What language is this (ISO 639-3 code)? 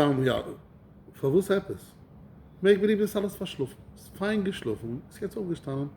yid